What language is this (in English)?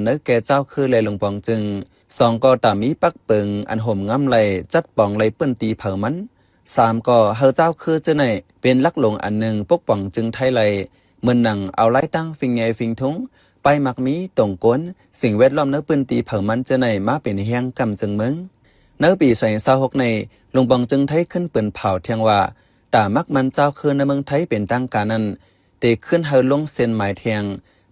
Shan